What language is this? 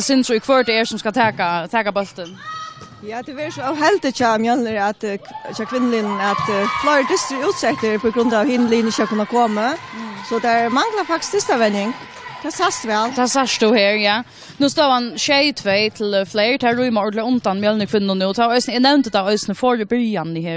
Faroese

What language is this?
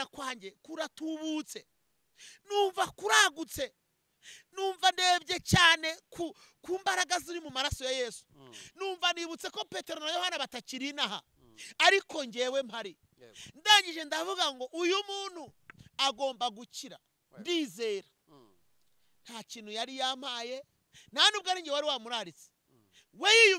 Kinyarwanda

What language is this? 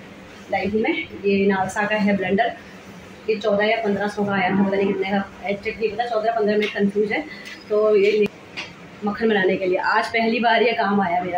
Hindi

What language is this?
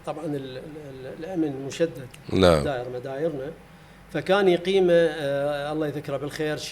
Mesopotamian Arabic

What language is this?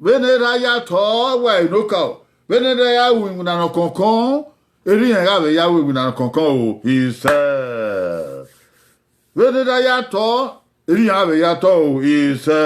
Bini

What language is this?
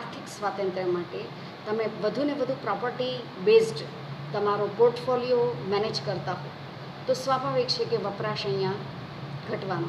Gujarati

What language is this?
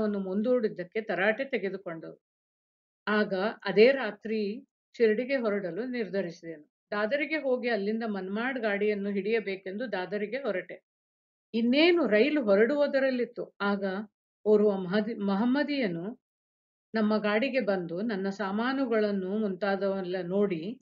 Kannada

